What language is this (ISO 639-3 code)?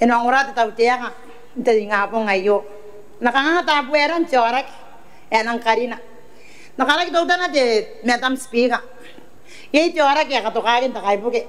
gil